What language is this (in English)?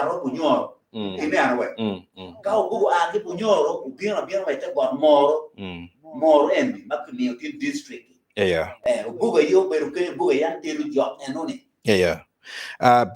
Acoli